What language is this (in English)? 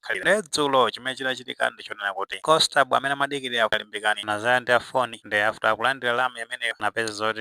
Nyanja